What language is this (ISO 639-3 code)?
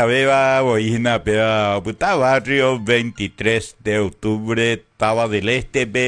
grn